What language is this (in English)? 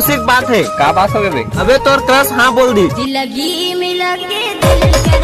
Chhattisgarhi